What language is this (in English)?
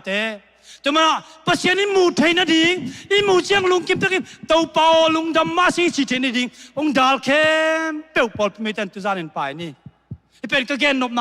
Tedim Chin